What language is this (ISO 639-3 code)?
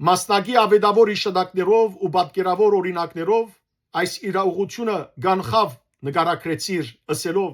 hyw